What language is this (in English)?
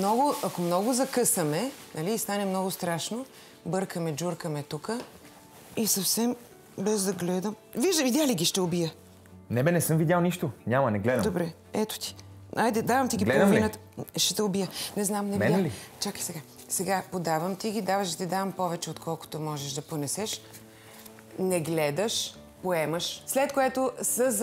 Bulgarian